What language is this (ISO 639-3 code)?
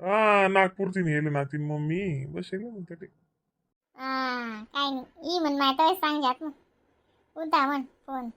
khn